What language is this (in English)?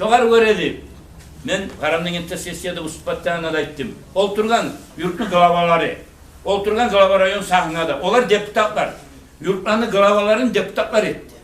Kumyk